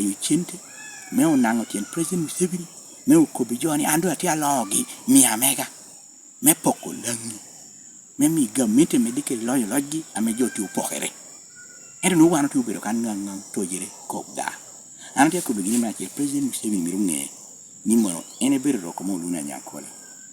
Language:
Lango (Uganda)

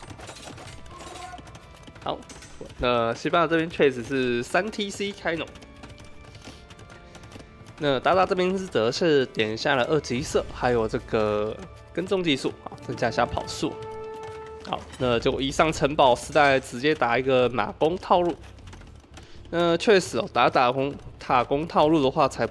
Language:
Chinese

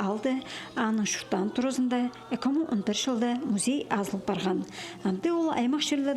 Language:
Khakas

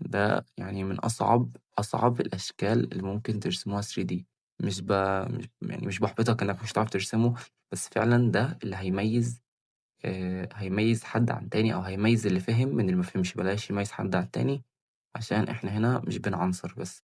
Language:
Egyptian Arabic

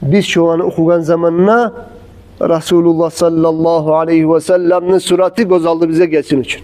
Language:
Kumyk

